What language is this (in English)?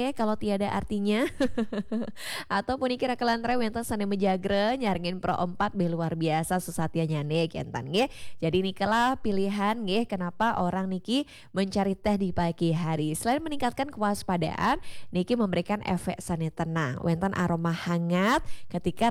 Balinese